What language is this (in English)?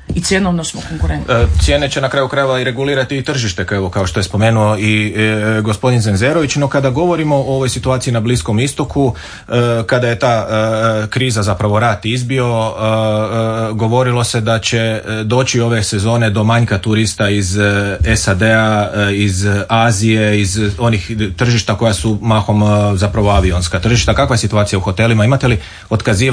Croatian